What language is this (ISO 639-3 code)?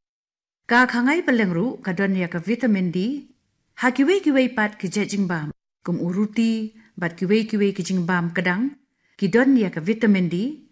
kha